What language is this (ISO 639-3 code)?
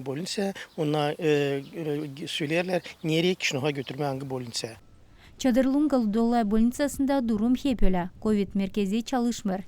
gag